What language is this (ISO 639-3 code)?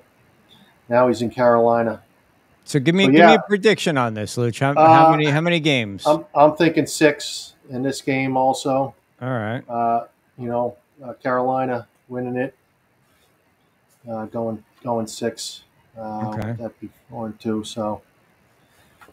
eng